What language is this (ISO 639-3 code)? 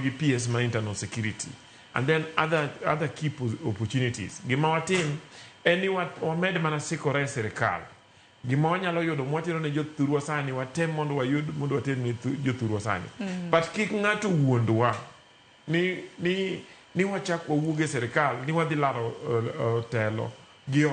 luo